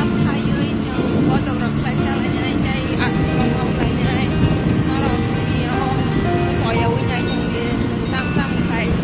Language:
Kok Borok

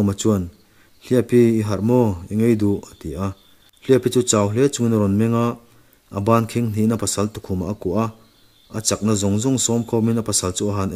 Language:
Mizo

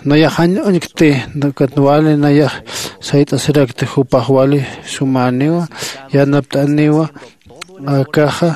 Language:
Aymara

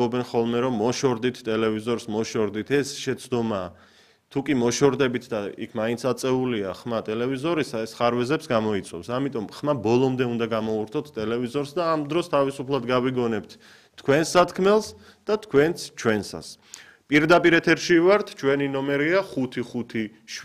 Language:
Georgian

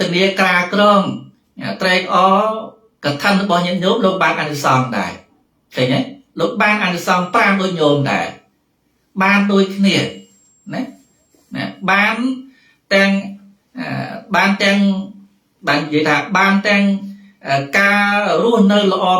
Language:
Khmer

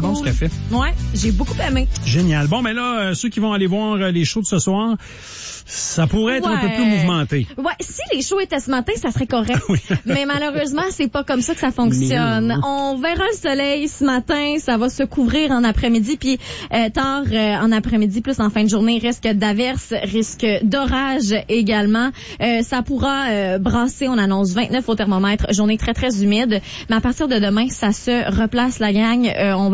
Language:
French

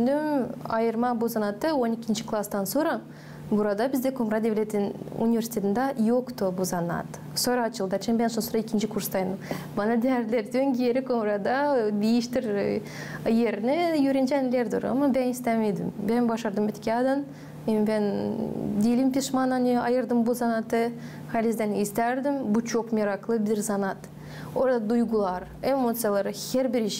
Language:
Gagauz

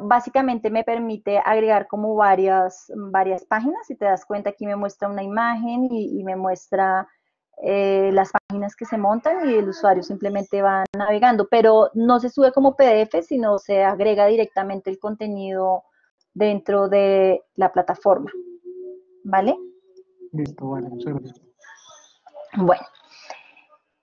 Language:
Spanish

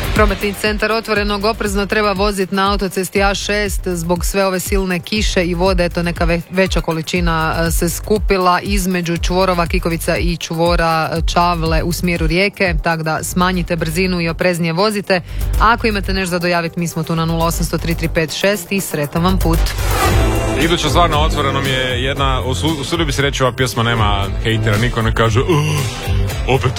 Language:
Croatian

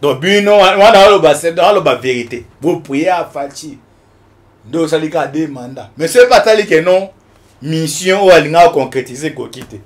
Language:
Lingala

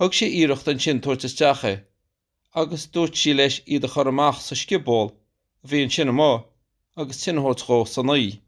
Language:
Irish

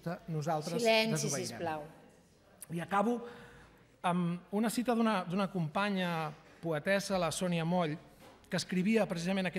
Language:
Catalan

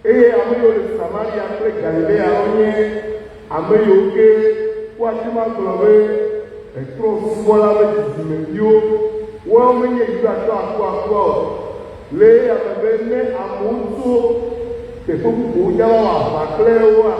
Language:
Ewe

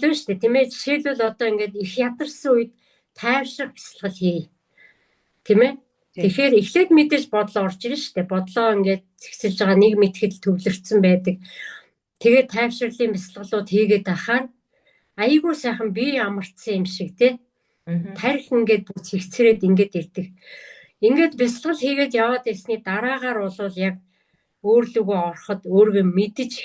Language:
Mongolian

